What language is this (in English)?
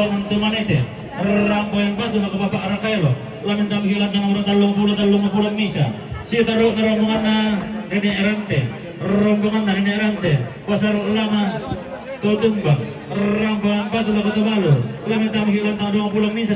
Toraja-Sa'dan